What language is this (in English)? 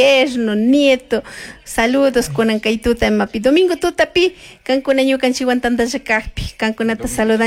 Chimborazo Highland Quichua